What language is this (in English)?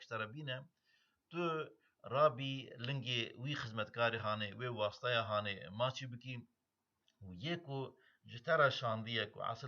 Kurdish